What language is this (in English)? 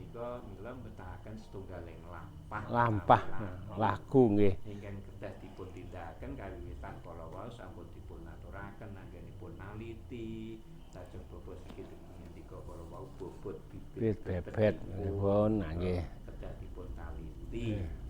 Javanese